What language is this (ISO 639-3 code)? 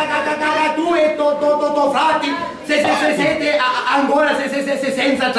scn